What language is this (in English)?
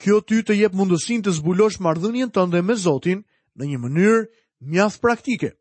Albanian